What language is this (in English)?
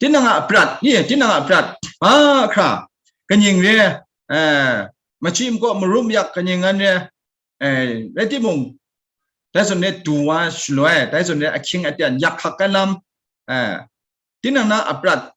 Kachin